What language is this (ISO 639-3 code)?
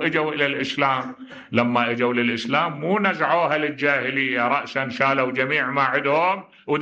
acm